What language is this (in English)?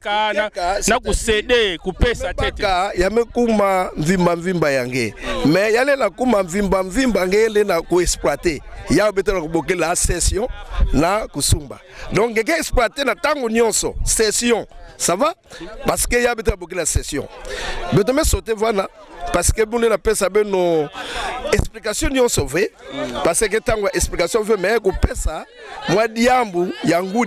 Kituba (Democratic Republic of Congo)